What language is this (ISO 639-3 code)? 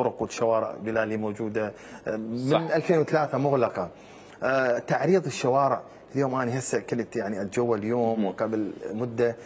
acm